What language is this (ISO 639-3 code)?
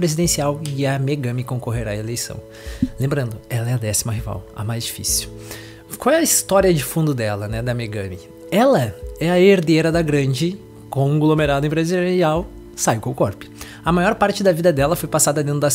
por